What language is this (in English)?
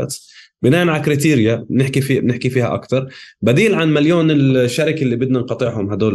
North Levantine Arabic